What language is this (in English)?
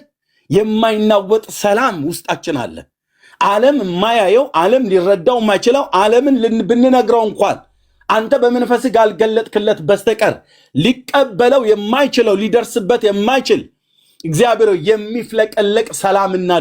Amharic